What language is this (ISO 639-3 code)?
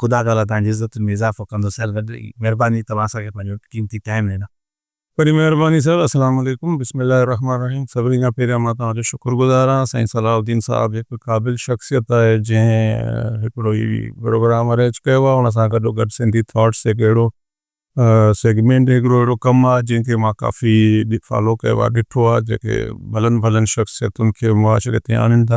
snd